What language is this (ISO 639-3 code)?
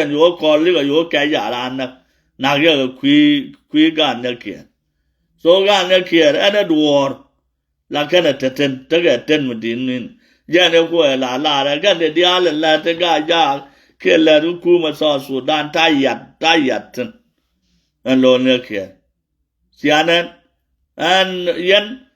nus